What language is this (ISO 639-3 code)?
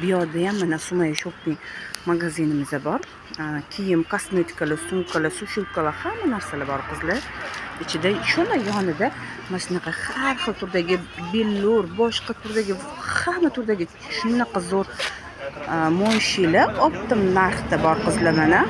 uzb